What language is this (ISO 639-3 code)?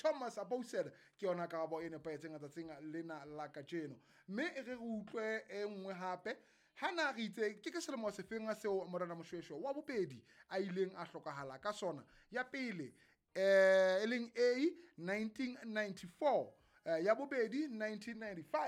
sot